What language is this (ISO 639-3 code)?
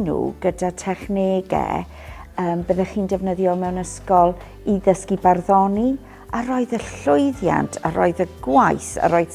cym